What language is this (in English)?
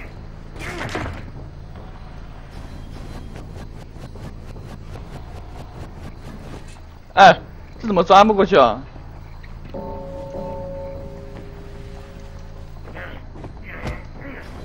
Chinese